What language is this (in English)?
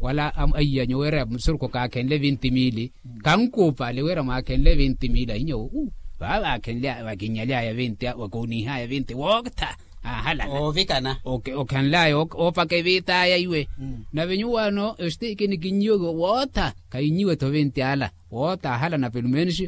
Makhuwa